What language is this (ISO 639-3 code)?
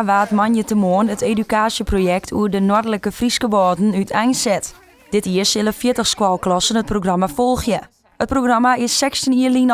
fry